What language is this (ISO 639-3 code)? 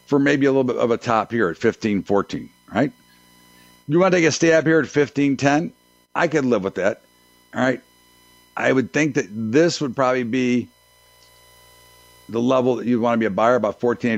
eng